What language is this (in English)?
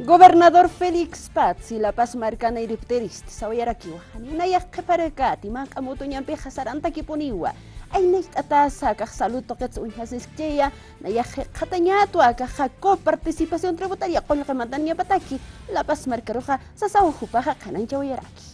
Aymara